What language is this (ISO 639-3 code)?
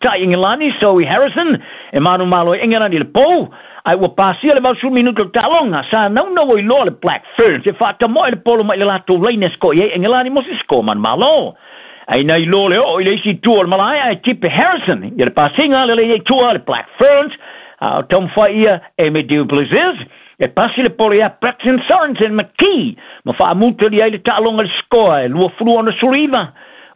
smo